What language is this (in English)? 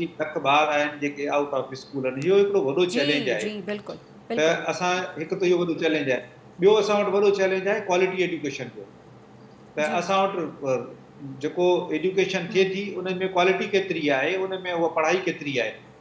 Sindhi